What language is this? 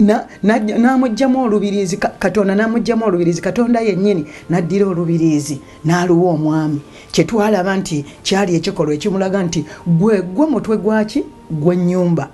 Ganda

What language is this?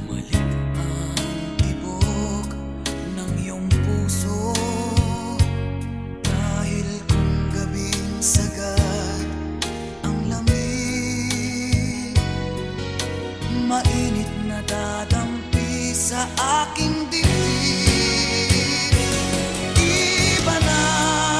Filipino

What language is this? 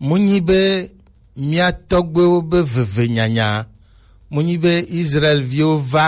Gen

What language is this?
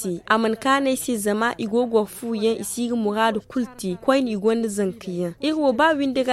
Zarma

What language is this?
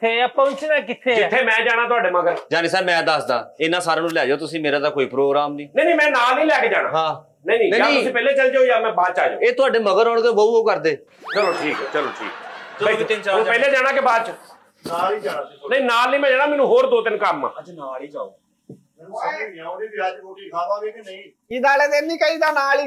Punjabi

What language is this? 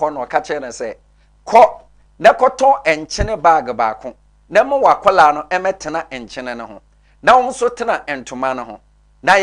Akan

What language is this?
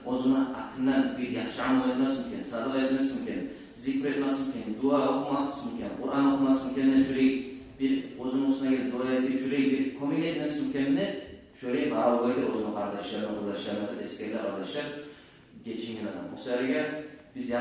Kumyk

